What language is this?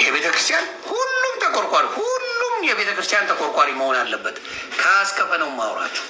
Amharic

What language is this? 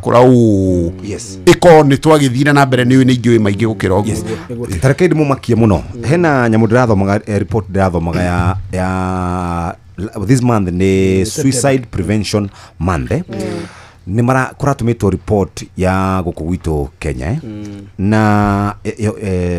Kikuyu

